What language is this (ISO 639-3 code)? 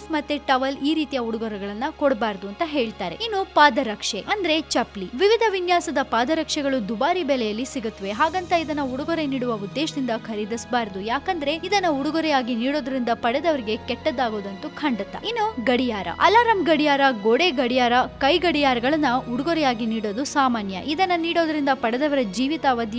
kan